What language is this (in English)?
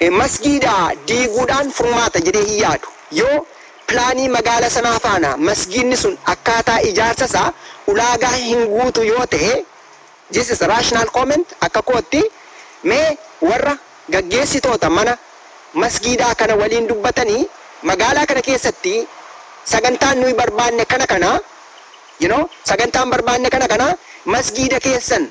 Oromo